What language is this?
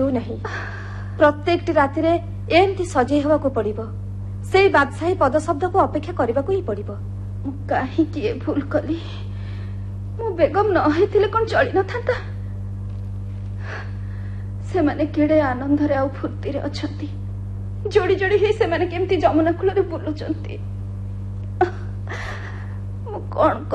Odia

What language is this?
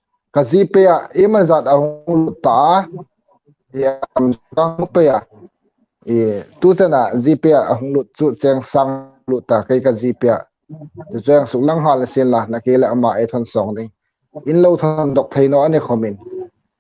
Hmar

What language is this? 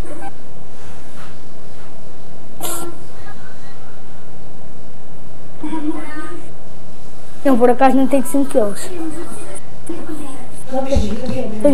Portuguese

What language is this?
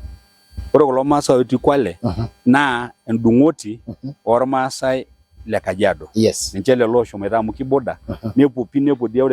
Masai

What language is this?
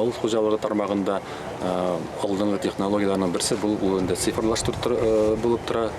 Tatar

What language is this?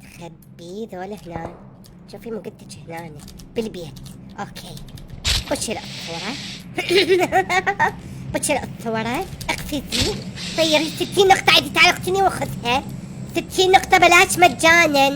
Mesopotamian Arabic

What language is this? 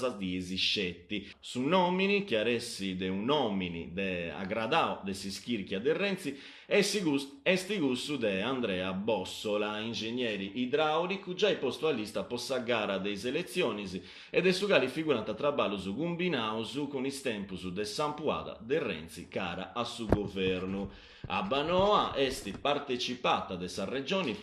Sardinian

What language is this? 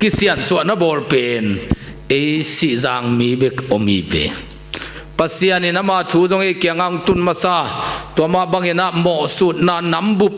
Tedim Chin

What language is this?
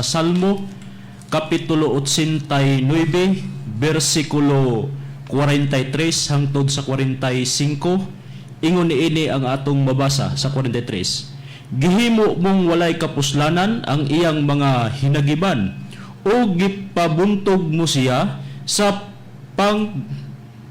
Cebuano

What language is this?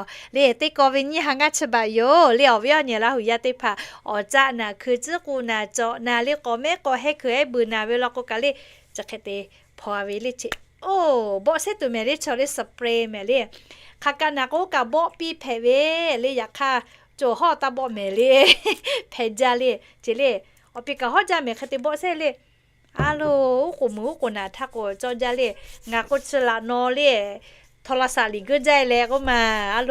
Lahu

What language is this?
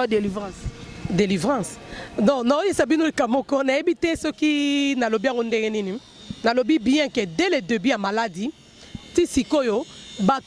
Lingala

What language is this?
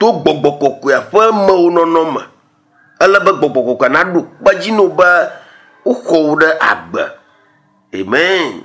Ewe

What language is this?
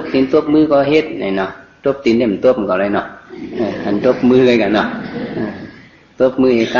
Shan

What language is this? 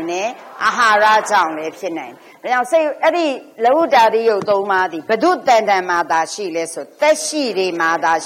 Burmese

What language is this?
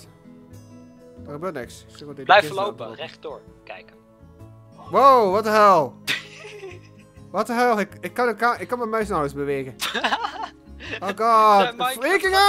Dutch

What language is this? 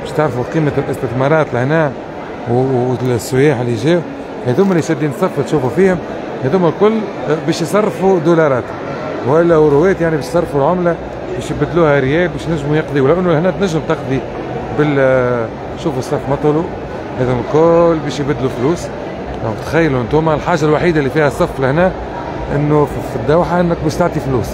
Tunisian Arabic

